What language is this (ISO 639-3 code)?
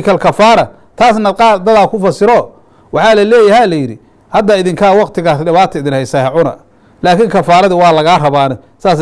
som